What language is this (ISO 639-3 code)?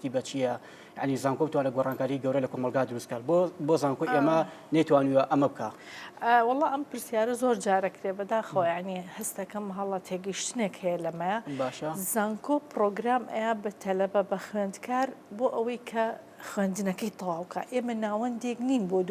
ckb